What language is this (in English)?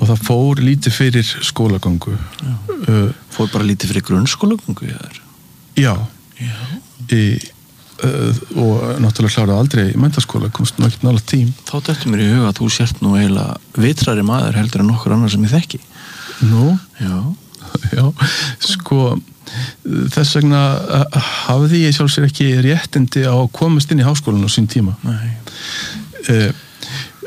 Icelandic